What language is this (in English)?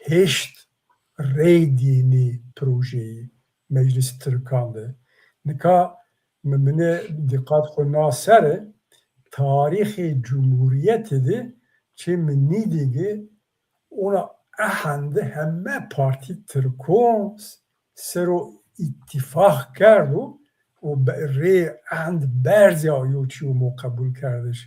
Zaza